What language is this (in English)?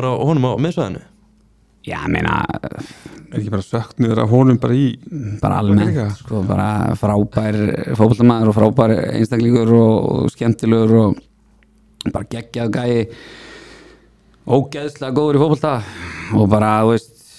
Icelandic